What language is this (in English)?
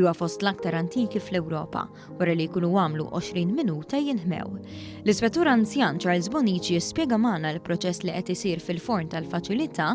Maltese